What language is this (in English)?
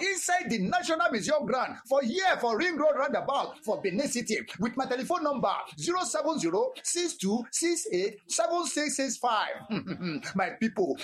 Nigerian Pidgin